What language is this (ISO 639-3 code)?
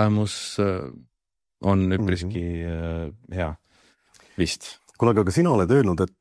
est